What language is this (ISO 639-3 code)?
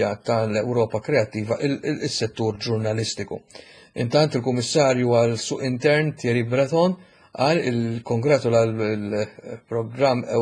mlt